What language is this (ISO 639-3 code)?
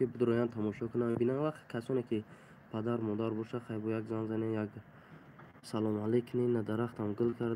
tgk